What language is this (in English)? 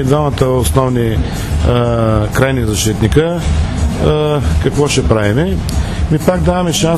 Bulgarian